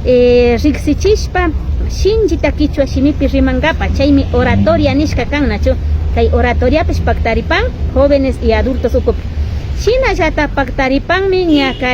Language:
Imbabura Highland Quichua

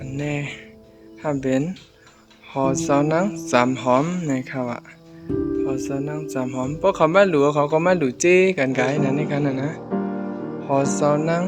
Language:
Shan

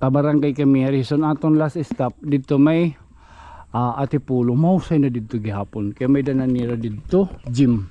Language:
Waray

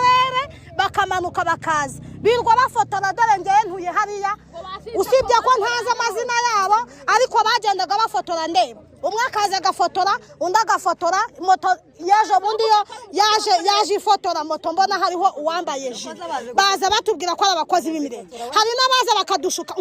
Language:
Kinyarwanda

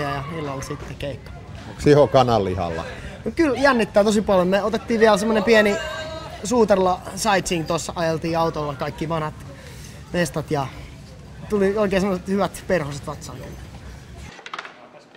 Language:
Finnish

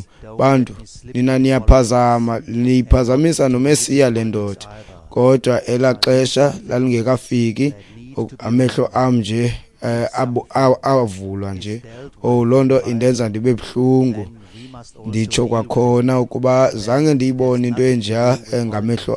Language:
Xhosa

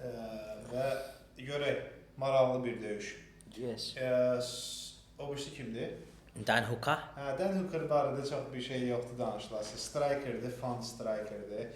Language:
Azerbaijani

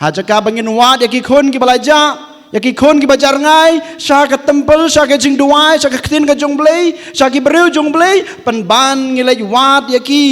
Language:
Khasi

